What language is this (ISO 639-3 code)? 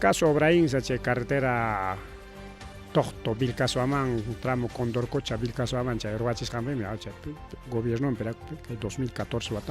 quy